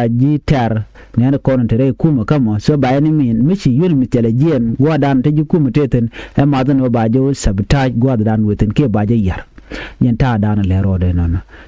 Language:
Nuer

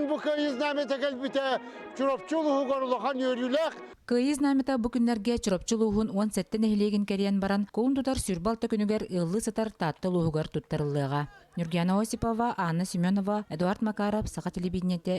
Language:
Yakut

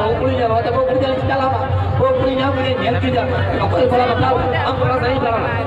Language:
Santali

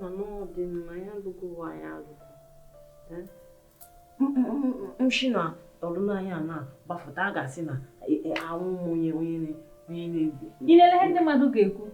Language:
Igbo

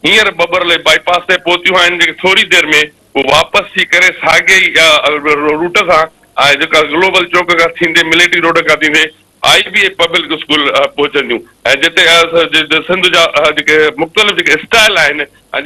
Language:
Sindhi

